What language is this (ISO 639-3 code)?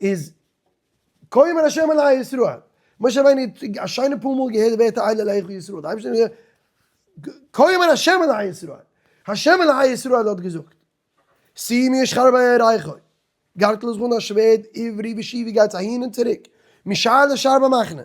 yid